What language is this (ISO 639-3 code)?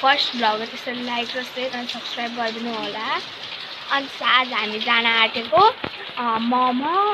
nep